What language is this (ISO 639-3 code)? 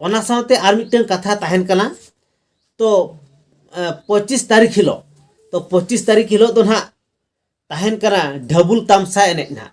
sat